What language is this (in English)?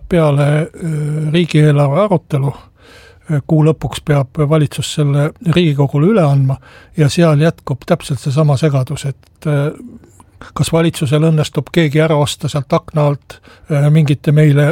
Estonian